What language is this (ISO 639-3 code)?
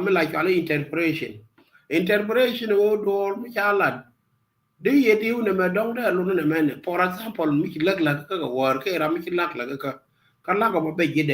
nus